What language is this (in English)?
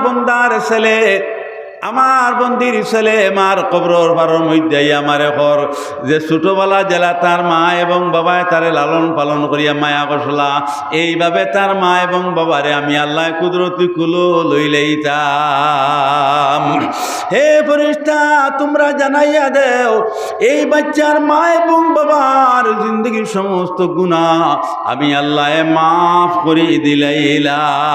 Sylheti